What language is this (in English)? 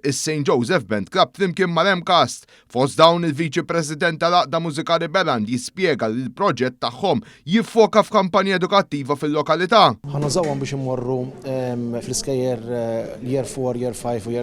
Maltese